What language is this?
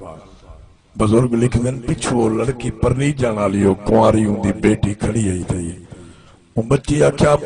Saraiki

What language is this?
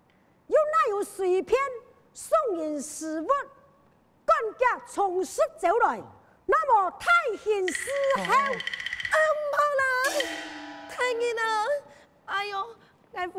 Hakka Chinese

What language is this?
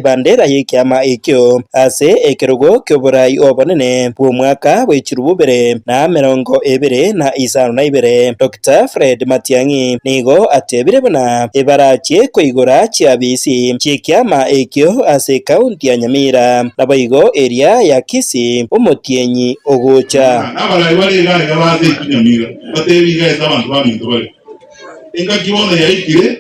Gusii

